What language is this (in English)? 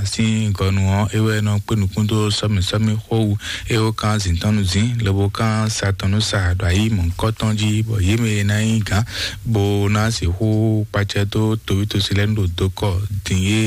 Fon